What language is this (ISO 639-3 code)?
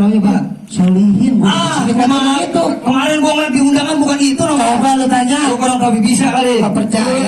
bew